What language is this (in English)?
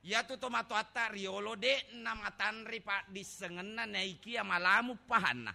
Buginese